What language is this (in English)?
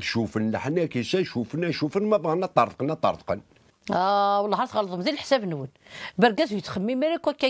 Kabyle